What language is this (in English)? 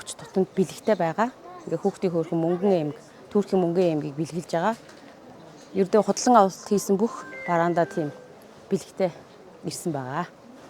Mongolian